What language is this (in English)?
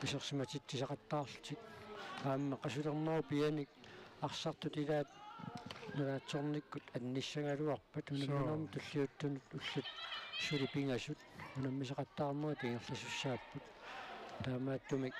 Kalaallisut